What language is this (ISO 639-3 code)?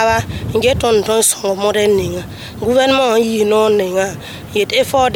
mos